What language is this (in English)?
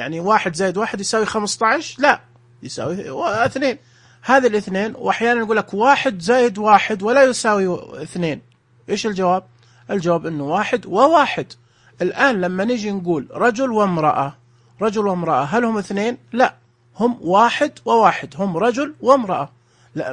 Najdi Arabic